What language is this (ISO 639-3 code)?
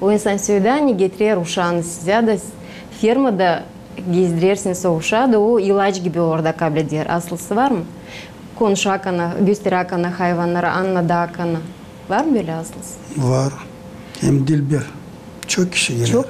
gag